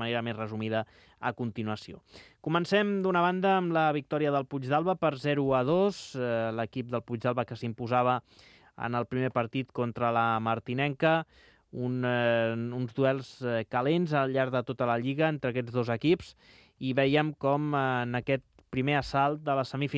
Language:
Catalan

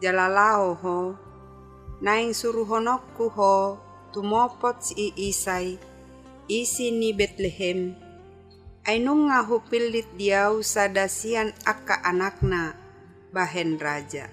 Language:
Batak Toba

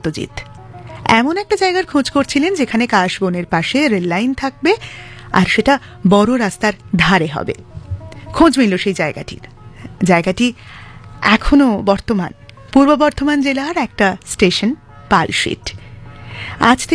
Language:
Bangla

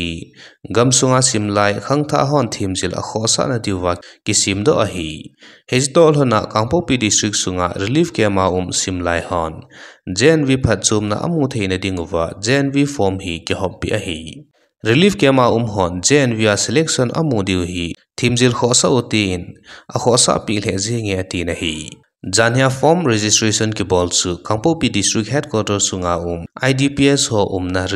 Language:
Thado Chin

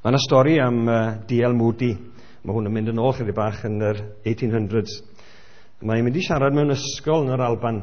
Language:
Welsh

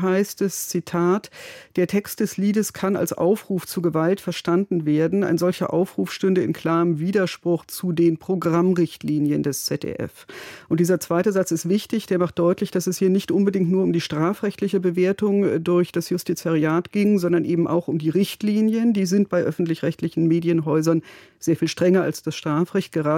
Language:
German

